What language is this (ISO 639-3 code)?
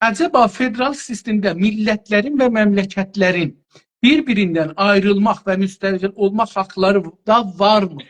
azb